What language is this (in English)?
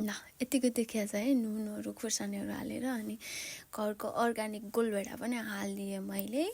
Nepali